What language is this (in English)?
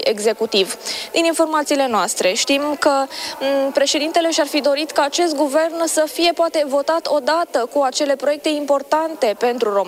Romanian